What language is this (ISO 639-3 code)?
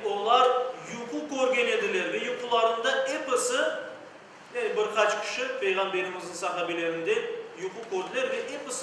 crh